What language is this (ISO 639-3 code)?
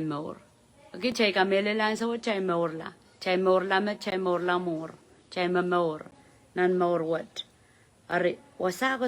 pon